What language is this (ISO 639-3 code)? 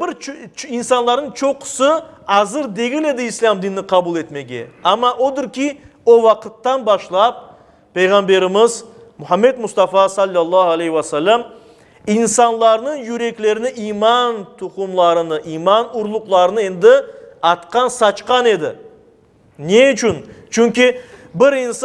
crh